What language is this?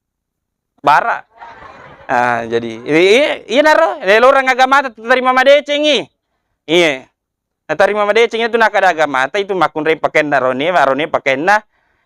Buginese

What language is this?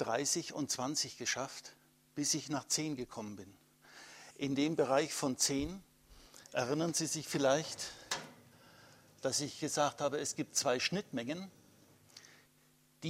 German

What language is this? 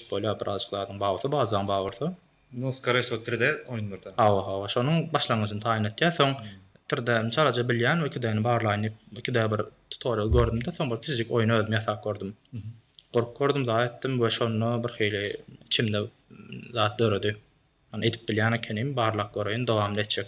Turkmen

